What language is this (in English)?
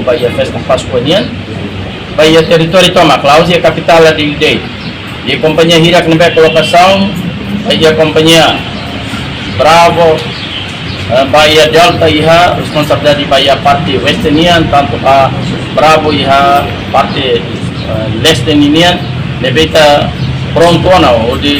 Tetum